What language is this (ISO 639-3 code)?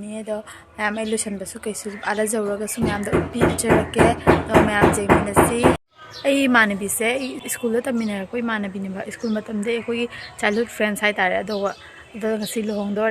mni